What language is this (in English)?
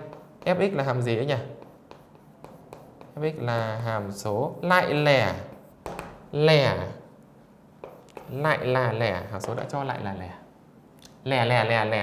Vietnamese